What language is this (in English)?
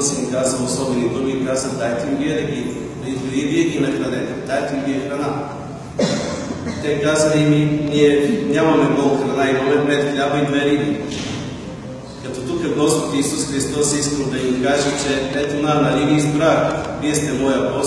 Bulgarian